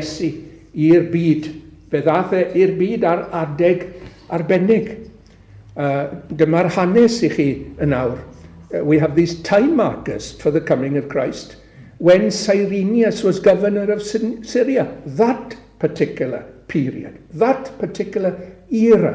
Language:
Welsh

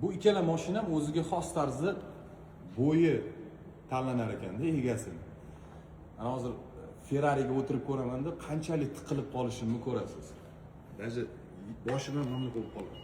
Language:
Uzbek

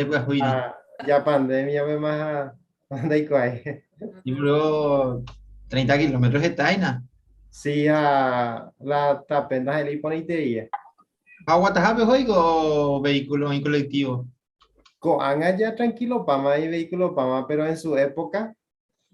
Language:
Guarani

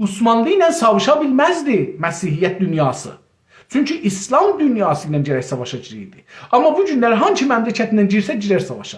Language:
South Azerbaijani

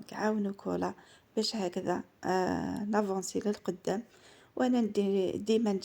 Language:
Algerian Arabic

